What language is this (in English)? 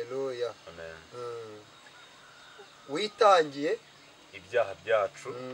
Kinyarwanda